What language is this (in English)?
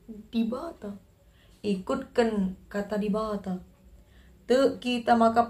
Batak Karo